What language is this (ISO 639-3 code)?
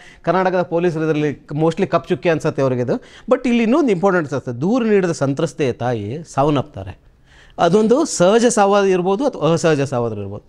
kan